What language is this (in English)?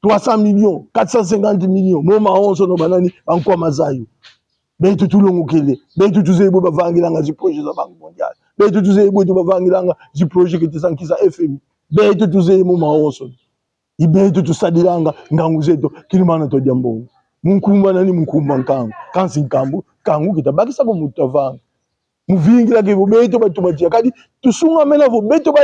Kongo